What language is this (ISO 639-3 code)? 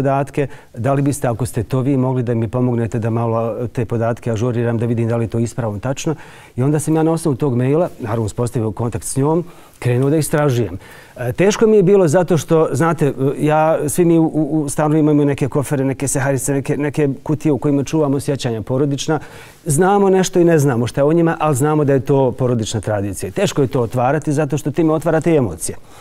bos